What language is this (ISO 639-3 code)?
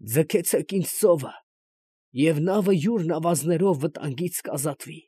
hye